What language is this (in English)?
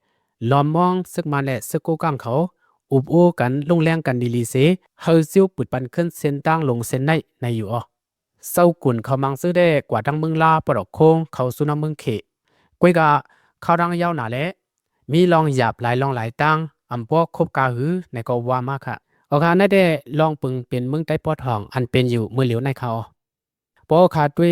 Lao